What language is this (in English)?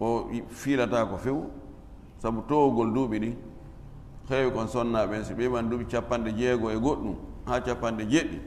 Fula